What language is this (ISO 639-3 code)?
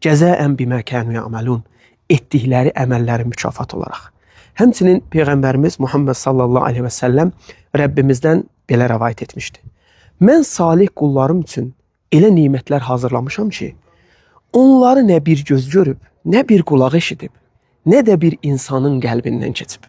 aze